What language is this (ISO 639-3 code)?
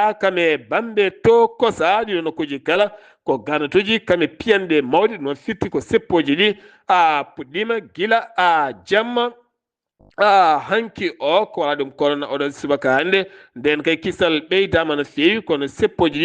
ful